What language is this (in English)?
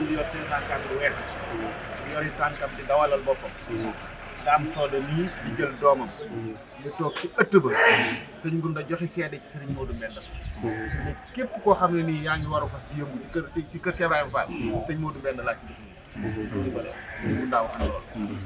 Wolof